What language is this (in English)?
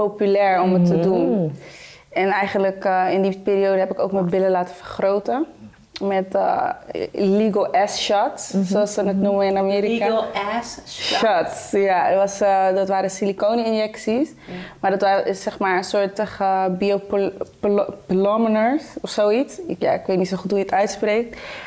Dutch